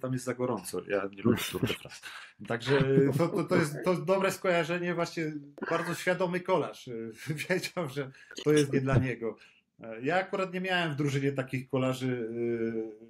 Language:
Polish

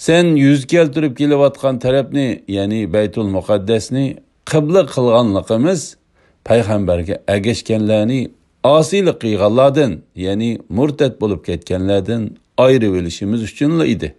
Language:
Uyghur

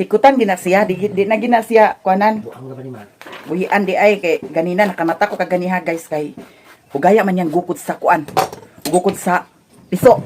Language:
Cebuano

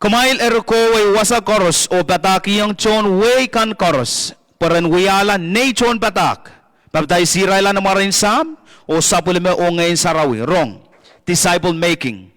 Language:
Pohnpeian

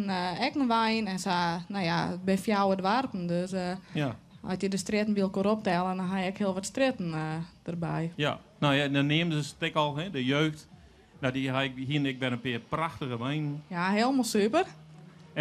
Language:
Western Frisian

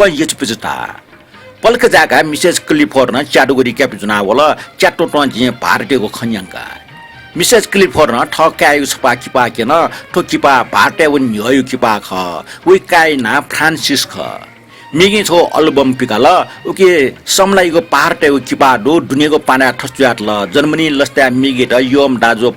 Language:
Newari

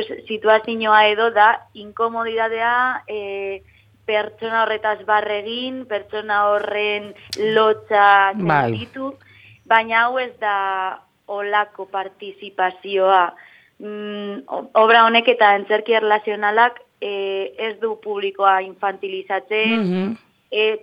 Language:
Basque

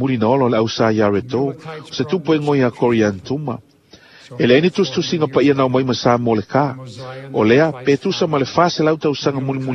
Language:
Samoan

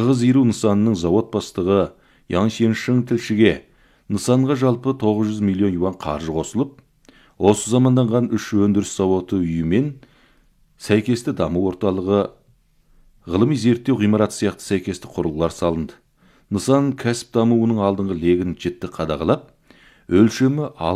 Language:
Kazakh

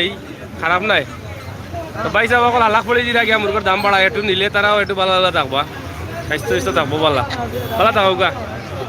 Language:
Sylheti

